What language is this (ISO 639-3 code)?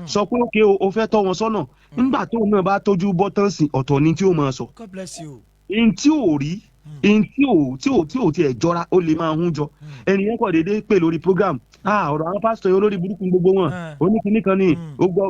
yor